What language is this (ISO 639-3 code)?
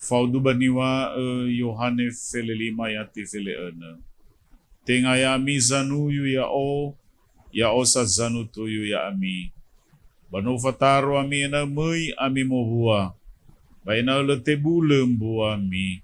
nia